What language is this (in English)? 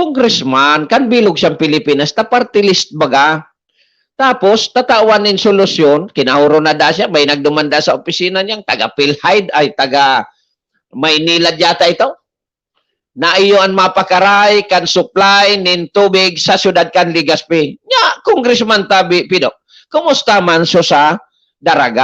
Bikol